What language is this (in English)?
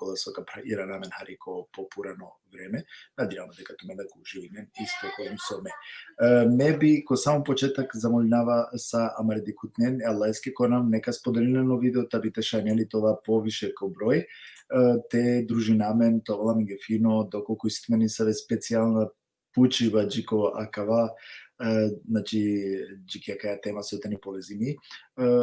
Balkan Romani